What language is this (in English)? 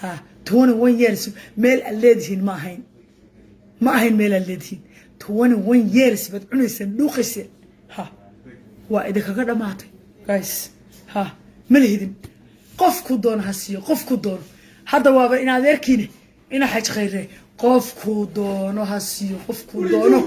Somali